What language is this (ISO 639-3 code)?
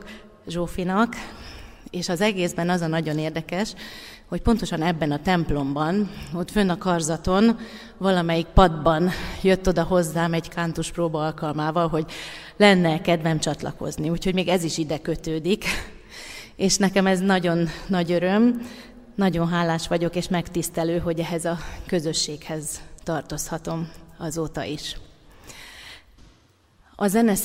hun